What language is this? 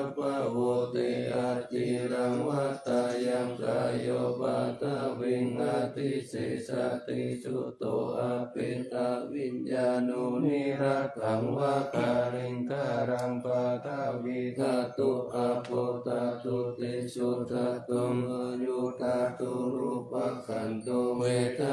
Pali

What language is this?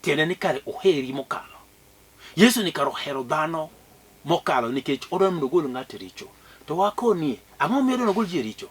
Luo (Kenya and Tanzania)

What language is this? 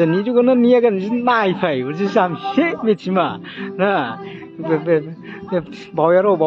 Dimasa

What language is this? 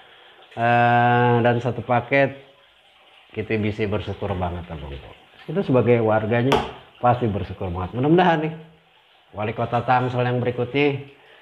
Betawi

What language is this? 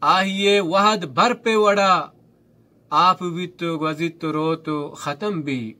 Baluchi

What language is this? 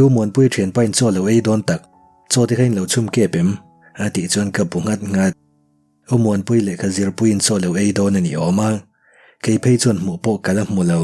Mizo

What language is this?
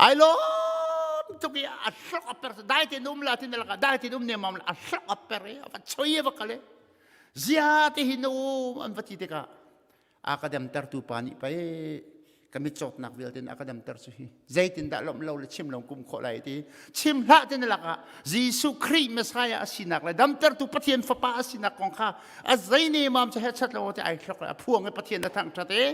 Hakha Chin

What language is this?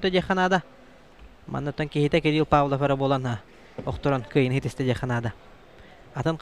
Yakut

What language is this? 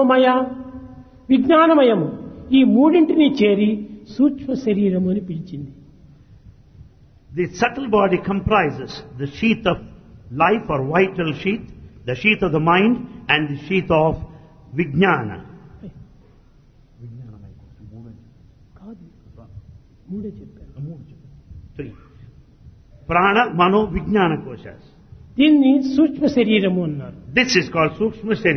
Telugu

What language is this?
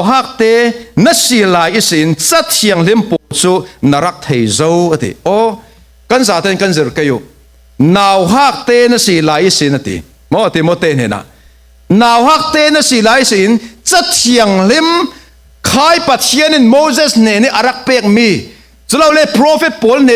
Falam Chin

